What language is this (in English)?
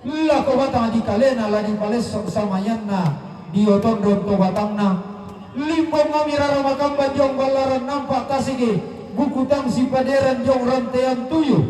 Toraja-Sa'dan